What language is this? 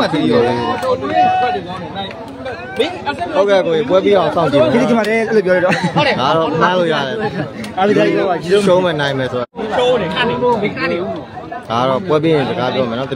Burmese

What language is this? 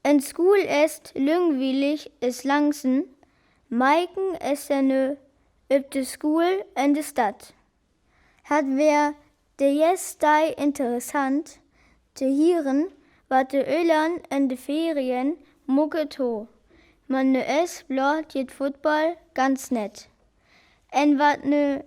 Northern Frisian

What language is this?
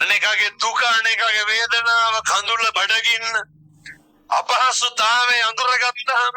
Sinhala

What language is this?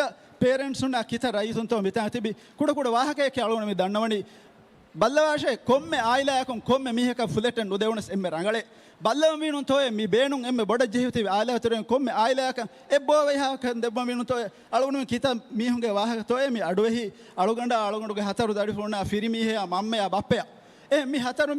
Divehi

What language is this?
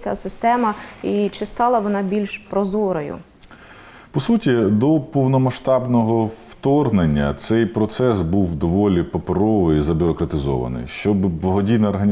Ukrainian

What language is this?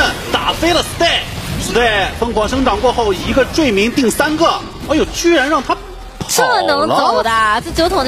Chinese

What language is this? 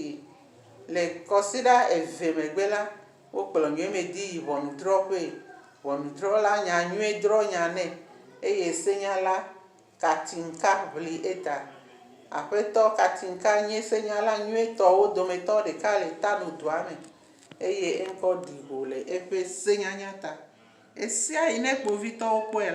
Ewe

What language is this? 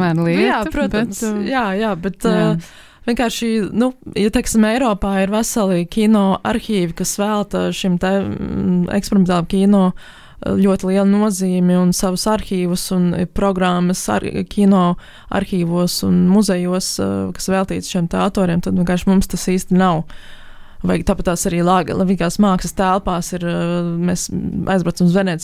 Latvian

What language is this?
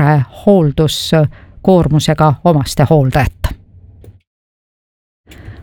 Estonian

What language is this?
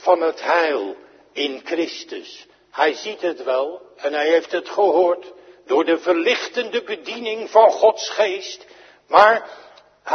Dutch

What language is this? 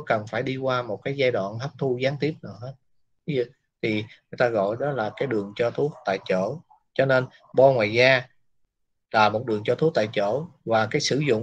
Vietnamese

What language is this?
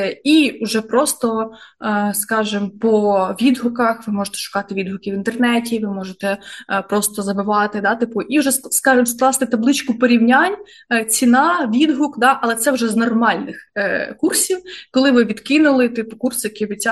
Ukrainian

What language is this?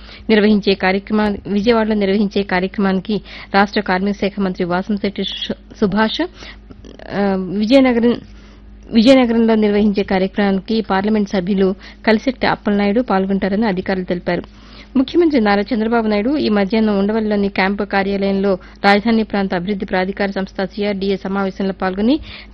Telugu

